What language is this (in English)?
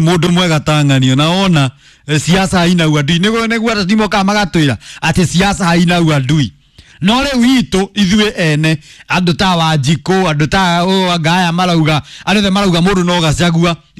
Kikuyu